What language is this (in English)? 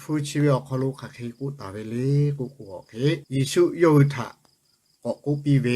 Lahu